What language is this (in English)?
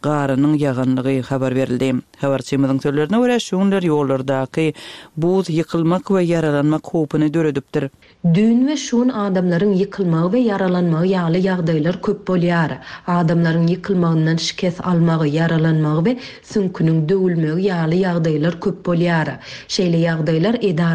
Turkmen